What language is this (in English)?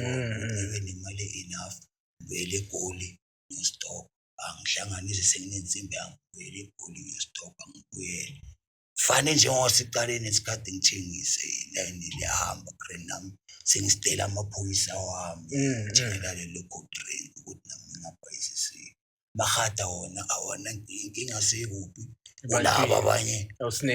Zulu